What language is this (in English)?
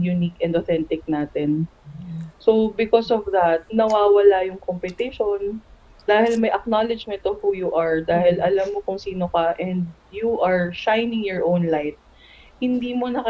Filipino